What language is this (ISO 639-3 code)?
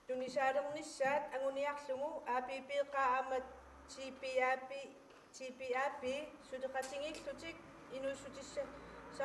kal